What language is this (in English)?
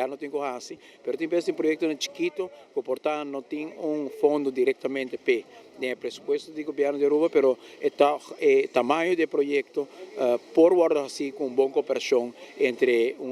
Papiamento